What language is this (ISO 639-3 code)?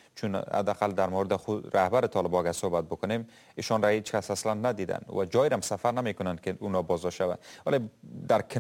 fas